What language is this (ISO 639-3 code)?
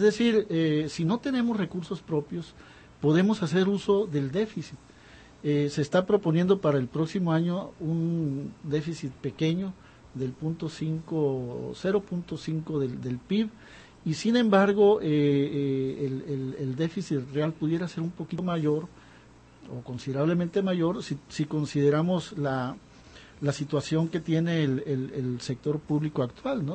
spa